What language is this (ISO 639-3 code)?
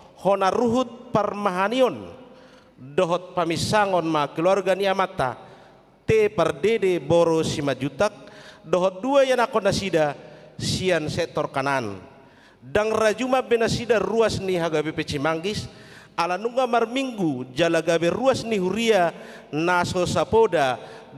bbc